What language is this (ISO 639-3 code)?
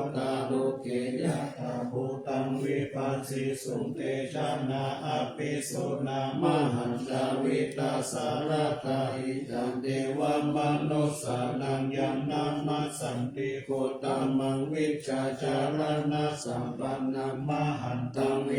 pli